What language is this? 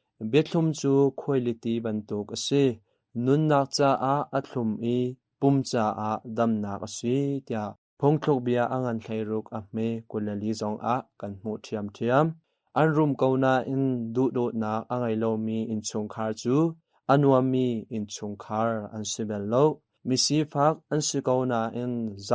Hakha Chin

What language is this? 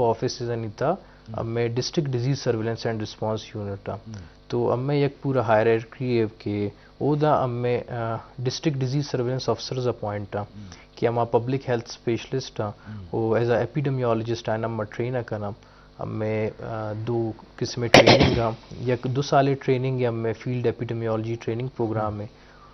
Eastern Balochi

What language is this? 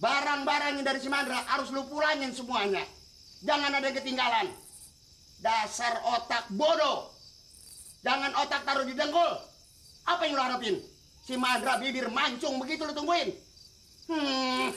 Betawi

